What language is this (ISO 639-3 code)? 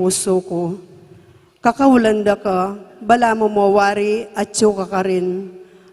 pam